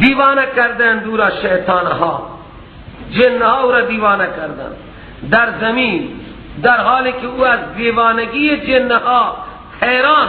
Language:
Persian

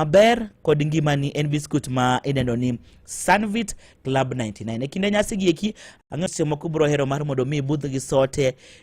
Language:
Luo (Kenya and Tanzania)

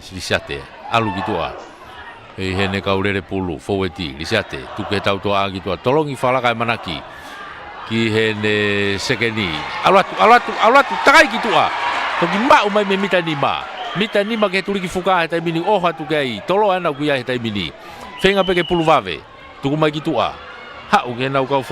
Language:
Tongan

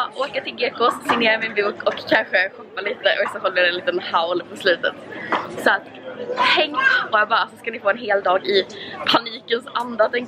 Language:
Swedish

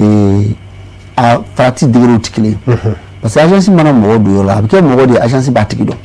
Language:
Bambara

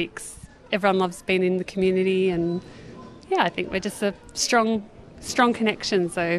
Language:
English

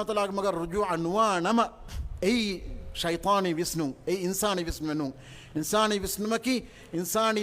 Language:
Divehi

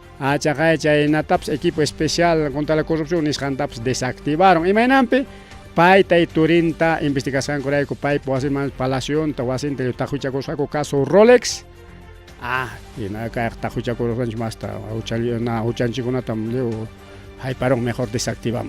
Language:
Ayacucho Quechua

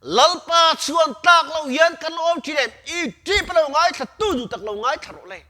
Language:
Mizo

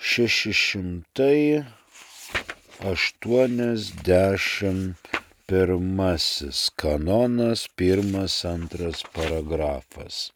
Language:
Lithuanian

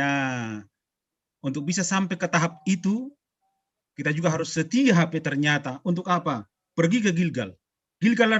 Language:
Batak Simalungun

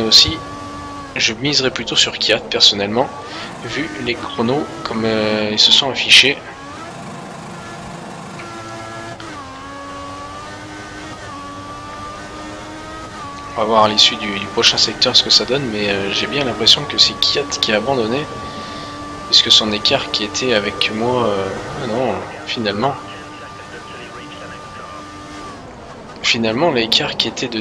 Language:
French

